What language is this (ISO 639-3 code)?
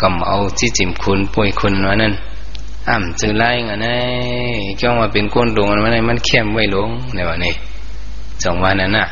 shn